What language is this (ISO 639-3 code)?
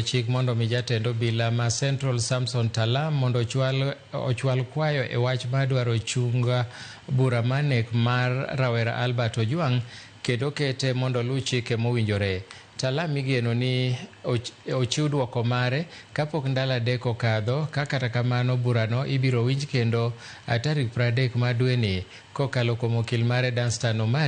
luo